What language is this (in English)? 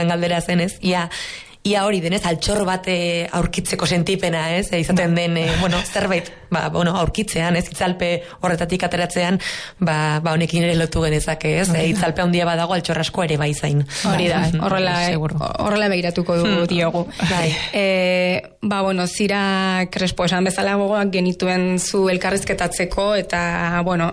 Basque